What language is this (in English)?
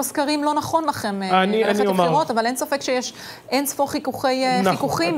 Hebrew